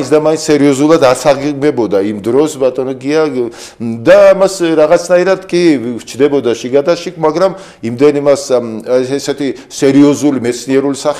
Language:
Georgian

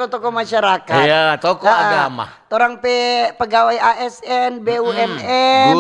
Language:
Manado Malay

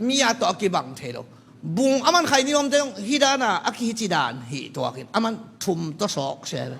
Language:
Tedim Chin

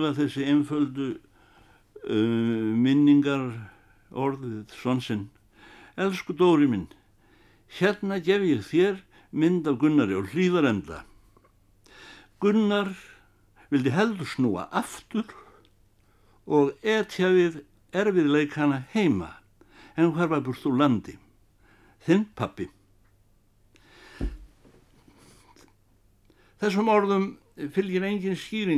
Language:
Icelandic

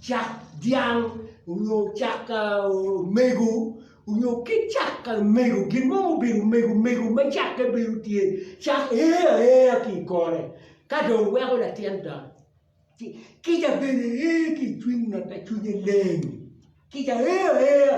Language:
Acoli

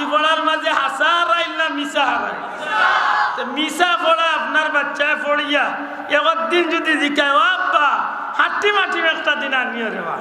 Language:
Sylheti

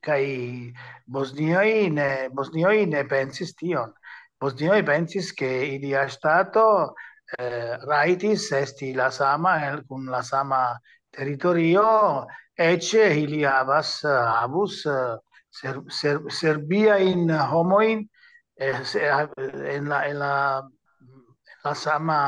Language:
Esperanto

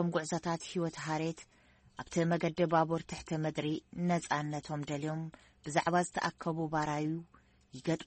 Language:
Tigrinya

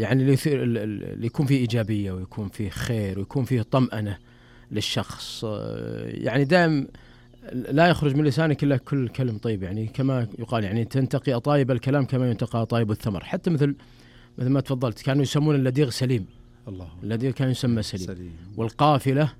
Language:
Najdi Arabic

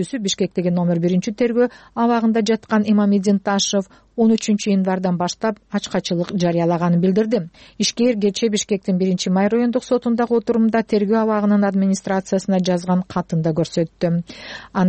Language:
Kyrgyz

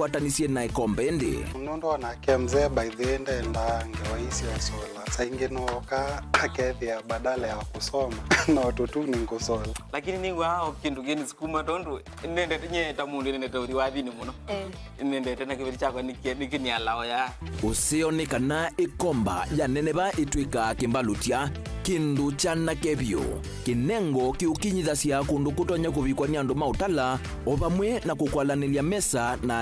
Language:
Kamba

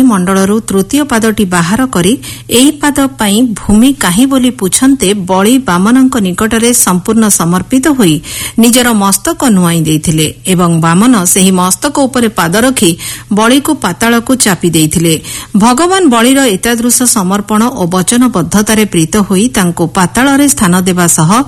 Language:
Odia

